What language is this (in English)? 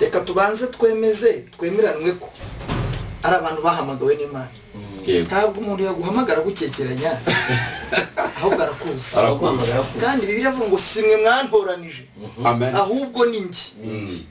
Kinyarwanda